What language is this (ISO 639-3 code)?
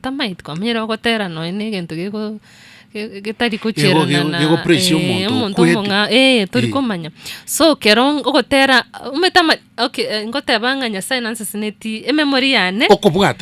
guz